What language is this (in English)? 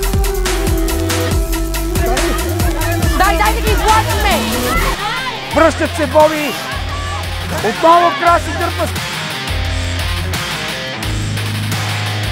Bulgarian